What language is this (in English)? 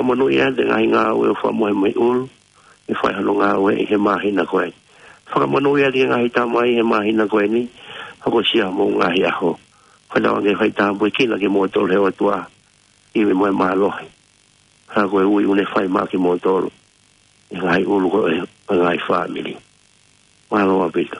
Tongan